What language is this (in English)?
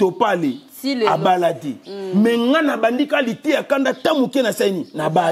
Lingala